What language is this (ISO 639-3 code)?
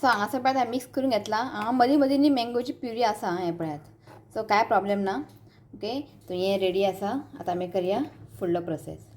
kok